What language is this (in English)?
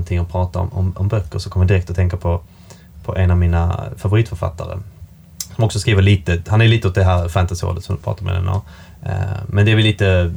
Swedish